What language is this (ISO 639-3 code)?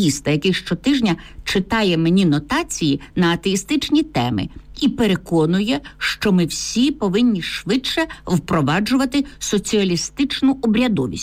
ukr